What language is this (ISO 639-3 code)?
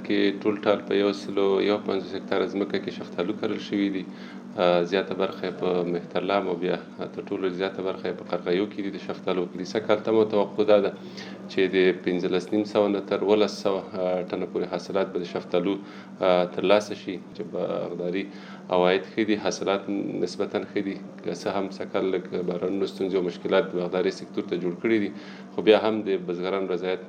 pus